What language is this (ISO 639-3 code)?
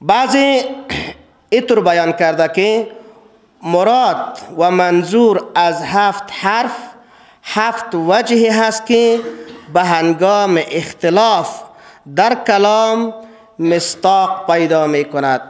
fas